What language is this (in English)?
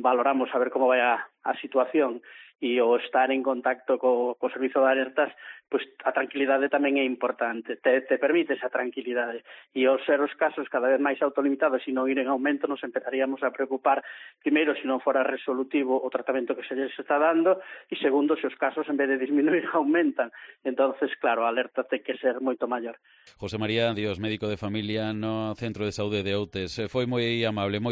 Galician